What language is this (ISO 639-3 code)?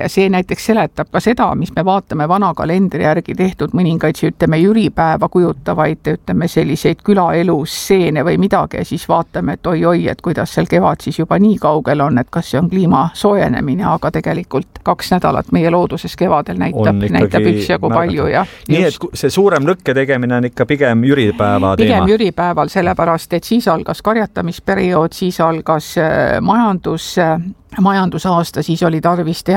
est